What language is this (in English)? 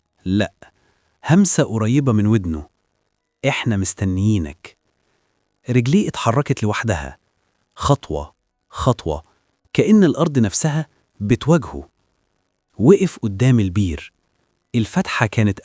Egyptian Arabic